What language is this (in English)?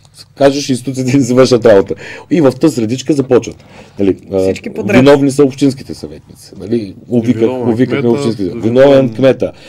Bulgarian